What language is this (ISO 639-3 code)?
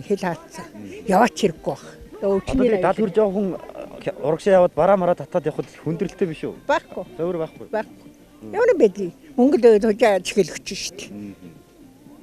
mon